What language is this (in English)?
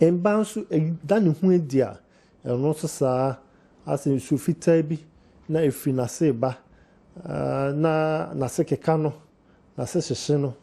Akan